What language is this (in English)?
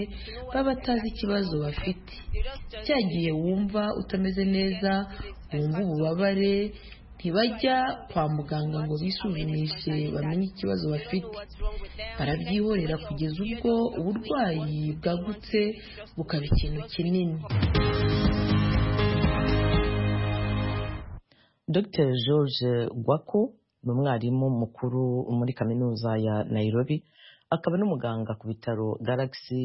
Kinyarwanda